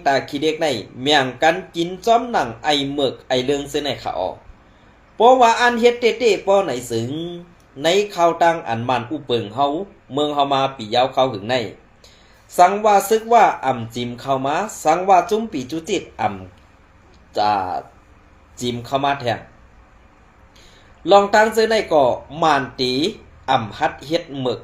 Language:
Shan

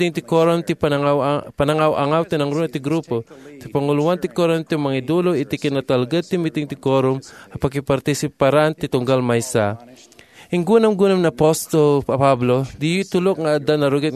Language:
Iloko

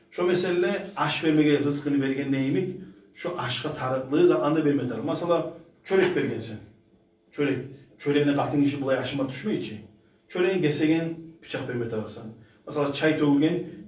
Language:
Kumyk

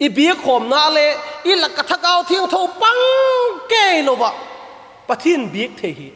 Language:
Vaiphei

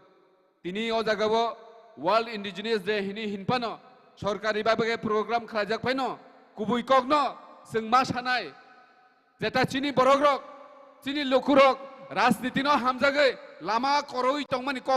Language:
Kok Borok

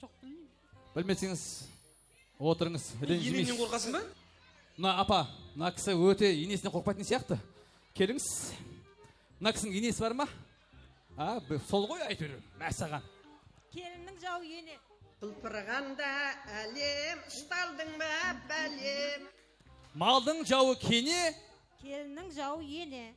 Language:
Kara-Kalpak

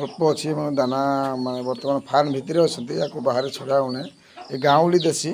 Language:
Odia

